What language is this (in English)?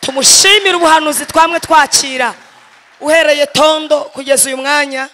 Kinyarwanda